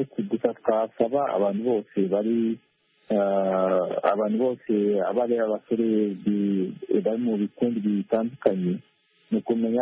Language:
Kinyarwanda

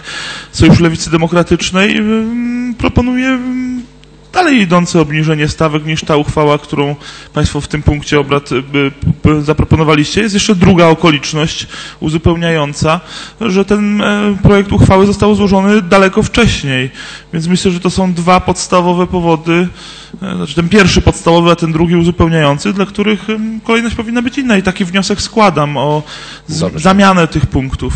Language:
Polish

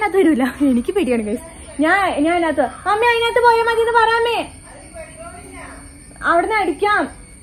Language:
Malayalam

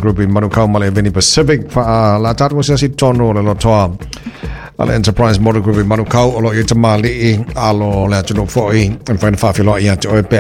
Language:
Samoan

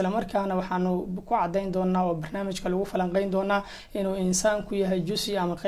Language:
Somali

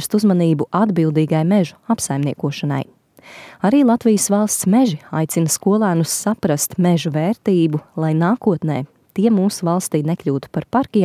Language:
Latvian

